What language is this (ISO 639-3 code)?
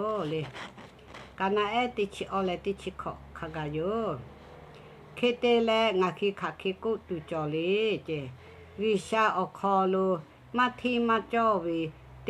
lhu